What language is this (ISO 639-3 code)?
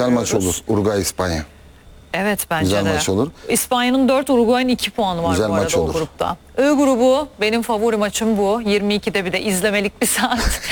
tur